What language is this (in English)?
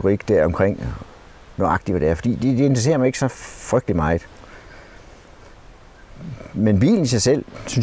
Danish